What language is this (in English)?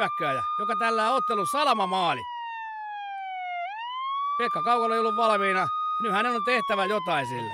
Finnish